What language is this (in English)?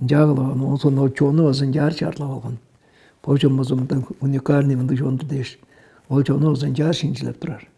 Tuvinian